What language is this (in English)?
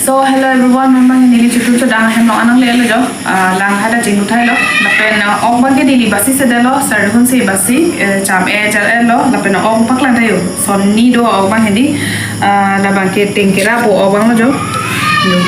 Karbi